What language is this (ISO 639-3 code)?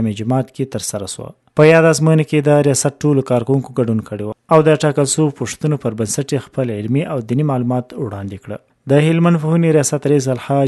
pus